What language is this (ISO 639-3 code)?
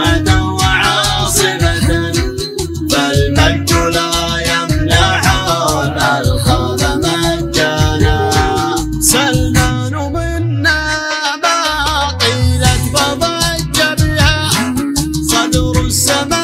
ara